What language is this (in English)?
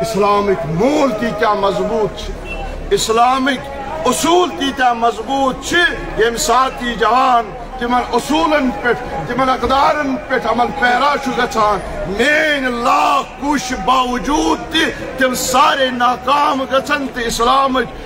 Kashmiri